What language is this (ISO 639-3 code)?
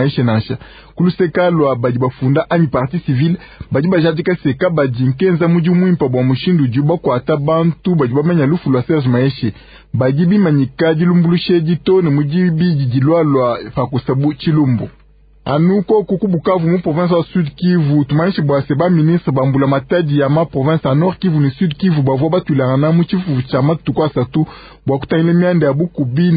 lua